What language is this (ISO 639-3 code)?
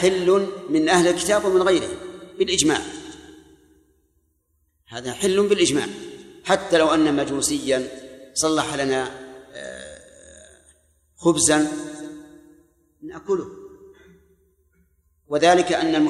ara